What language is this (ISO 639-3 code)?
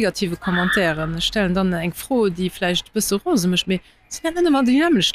ltz